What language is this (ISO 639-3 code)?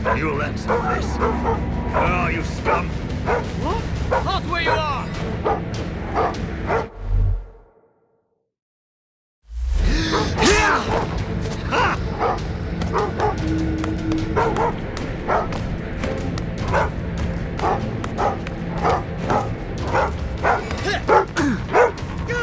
eng